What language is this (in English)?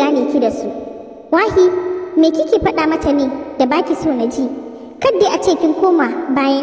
Hausa